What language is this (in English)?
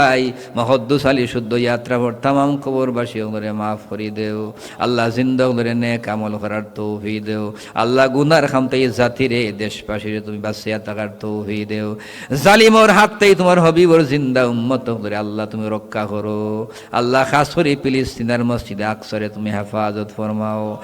Sylheti